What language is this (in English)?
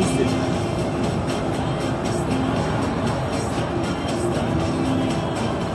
Russian